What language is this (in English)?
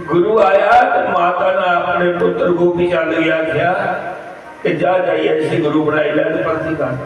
Dogri